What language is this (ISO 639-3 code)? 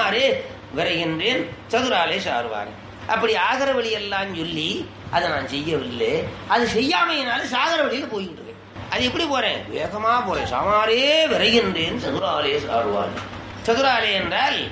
tam